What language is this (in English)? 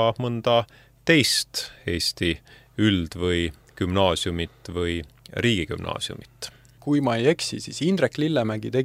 Estonian